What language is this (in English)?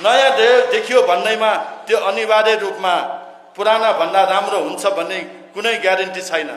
Nepali